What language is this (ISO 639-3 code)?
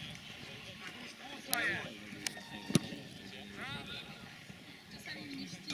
pol